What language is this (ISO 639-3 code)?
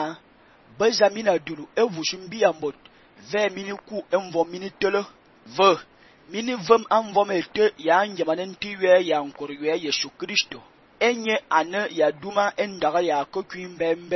fan